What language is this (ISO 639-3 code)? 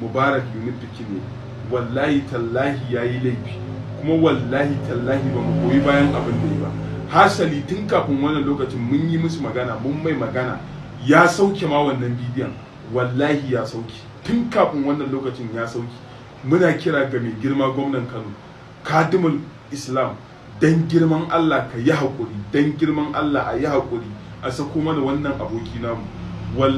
hau